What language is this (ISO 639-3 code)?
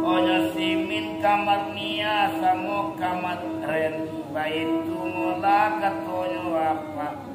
min